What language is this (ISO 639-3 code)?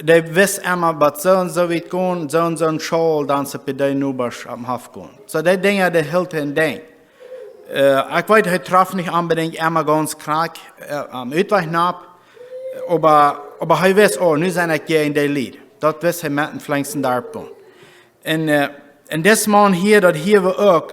pdt